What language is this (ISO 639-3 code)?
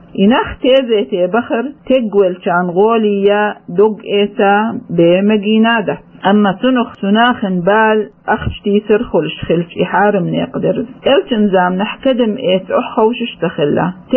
che